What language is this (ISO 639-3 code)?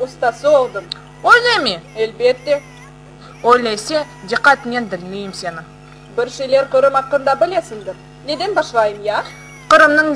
crh